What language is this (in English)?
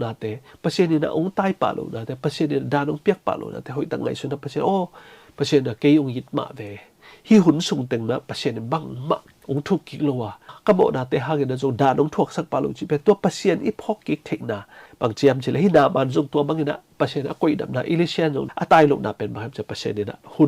Tedim Chin